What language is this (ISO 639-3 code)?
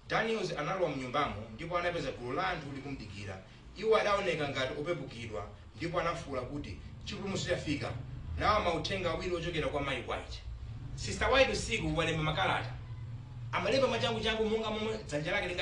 nya